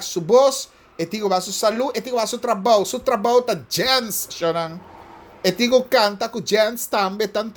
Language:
Papiamento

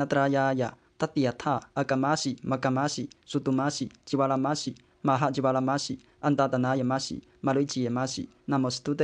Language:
Pali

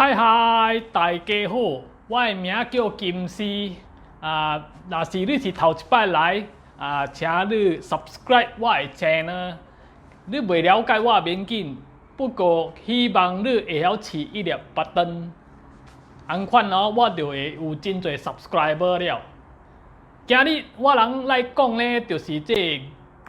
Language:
Min Nan Chinese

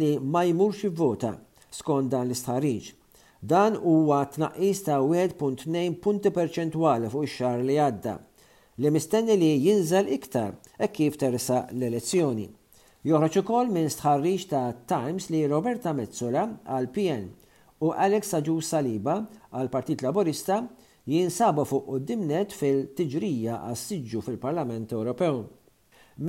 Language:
Maltese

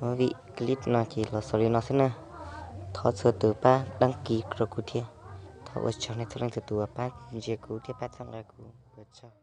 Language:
Hmong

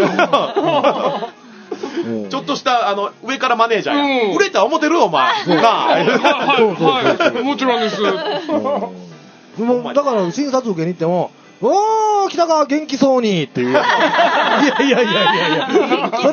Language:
Japanese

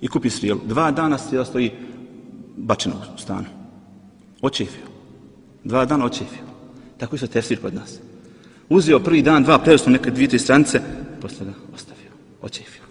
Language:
Bosnian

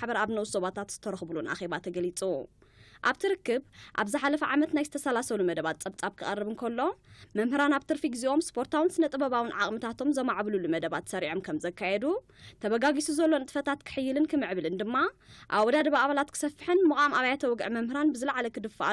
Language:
Tigrinya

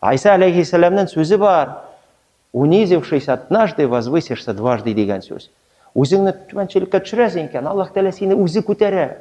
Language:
Tatar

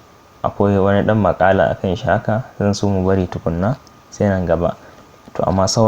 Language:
Hausa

